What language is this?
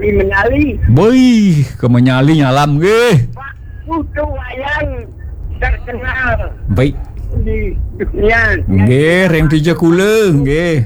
Balinese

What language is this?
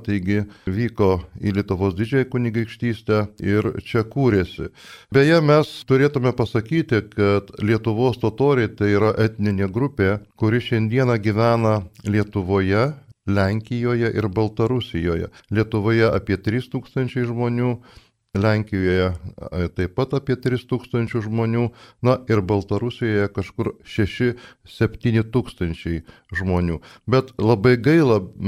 Lithuanian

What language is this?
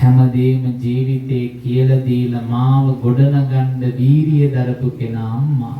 Sinhala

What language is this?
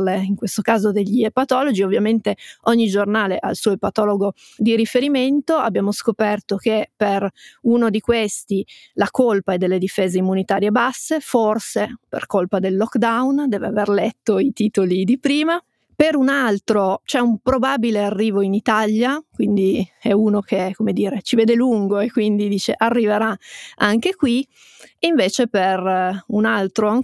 Italian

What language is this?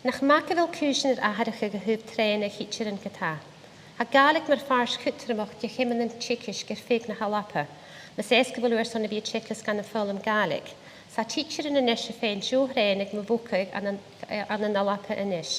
Scottish Gaelic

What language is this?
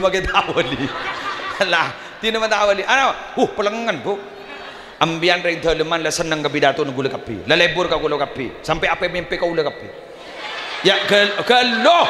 Madurese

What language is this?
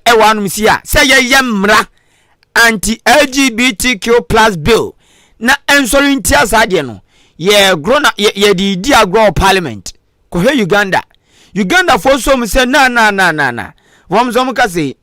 Akan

